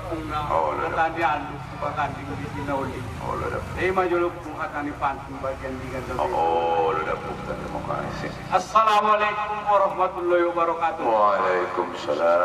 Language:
Batak Angkola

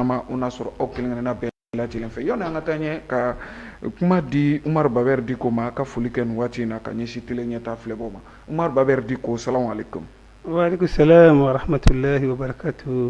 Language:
Bambara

